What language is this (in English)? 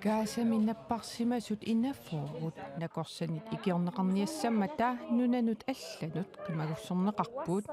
Kalaallisut